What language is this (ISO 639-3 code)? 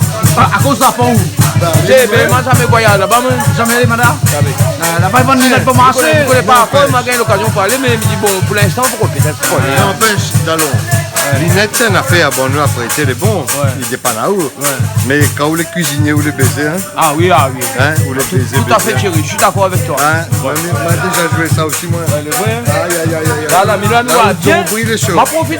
rcf